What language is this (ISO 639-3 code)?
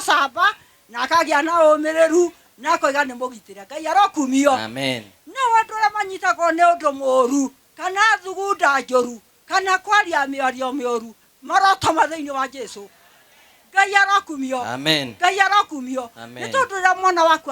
kik